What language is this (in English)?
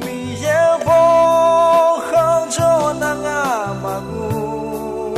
Akha